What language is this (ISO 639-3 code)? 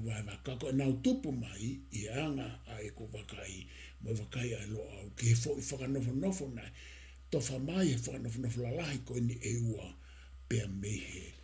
ton